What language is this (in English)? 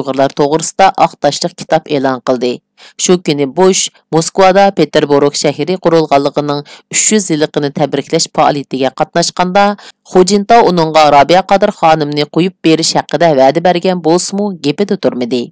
Uyghur